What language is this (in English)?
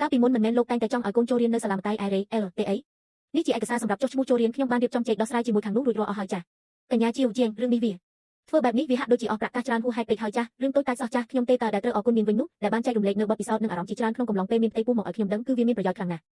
Khmer